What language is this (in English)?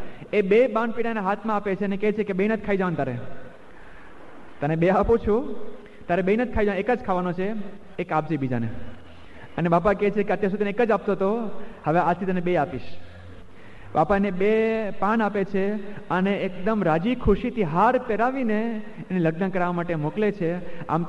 Gujarati